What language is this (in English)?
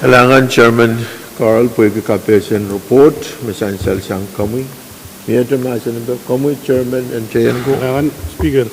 Pohnpeian